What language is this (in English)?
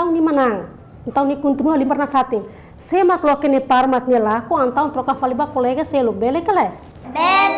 Tetum